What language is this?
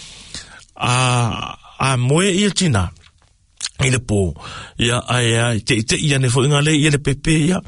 Samoan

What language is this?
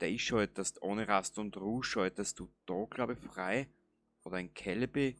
Bavarian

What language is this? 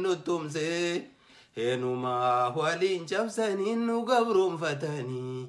Oromo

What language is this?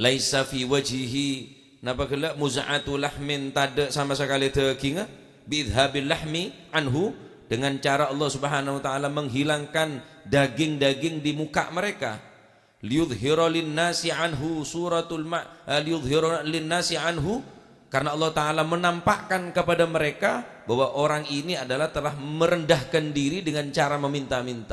Madurese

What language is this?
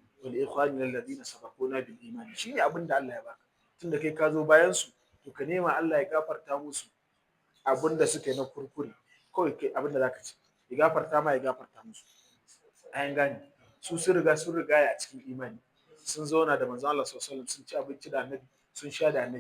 Hausa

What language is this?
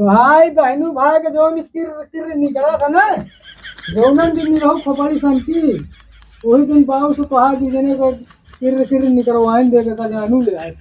Awadhi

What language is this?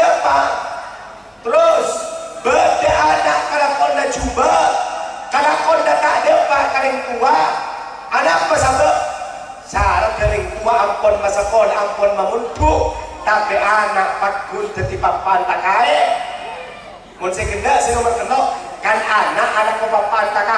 Madurese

